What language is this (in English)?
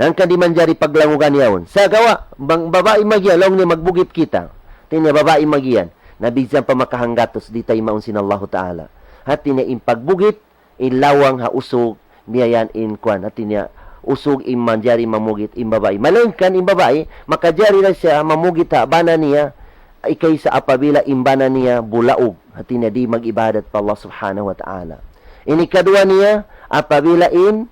Tausug